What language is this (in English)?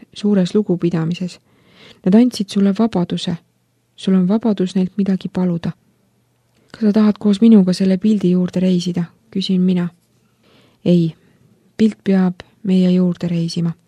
Estonian